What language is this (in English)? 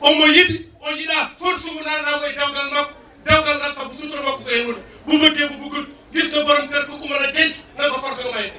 Fula